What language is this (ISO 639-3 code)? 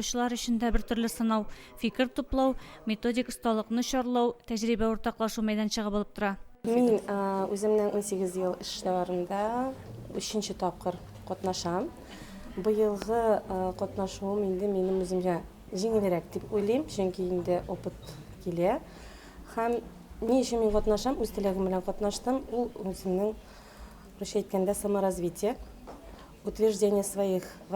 tat